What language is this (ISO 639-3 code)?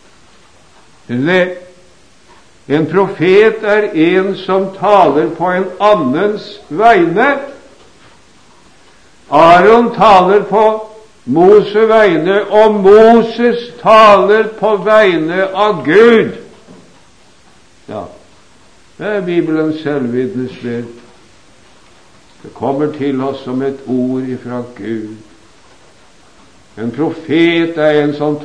nor